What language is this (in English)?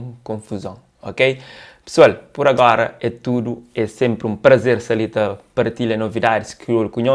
Kabuverdianu